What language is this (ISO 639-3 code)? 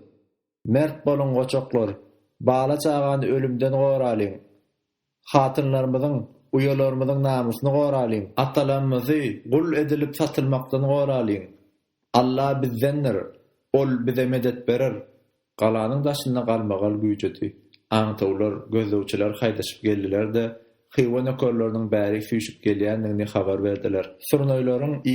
tuk